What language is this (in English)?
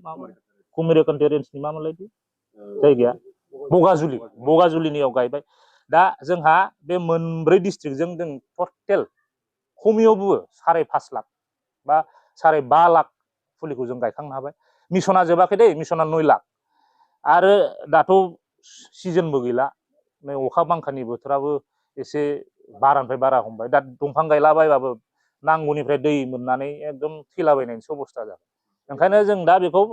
Bodo